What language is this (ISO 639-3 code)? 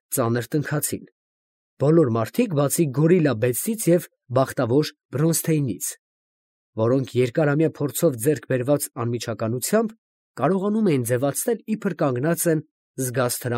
hye